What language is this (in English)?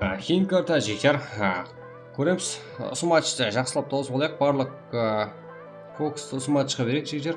Kara-Kalpak